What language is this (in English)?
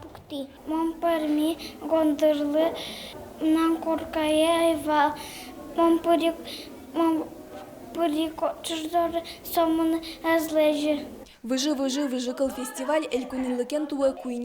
Udmurt